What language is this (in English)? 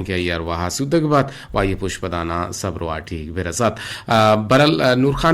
Eastern Balochi